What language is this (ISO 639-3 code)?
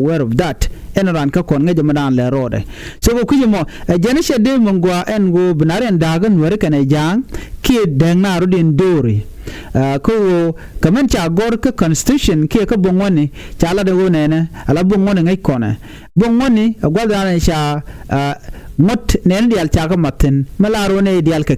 nus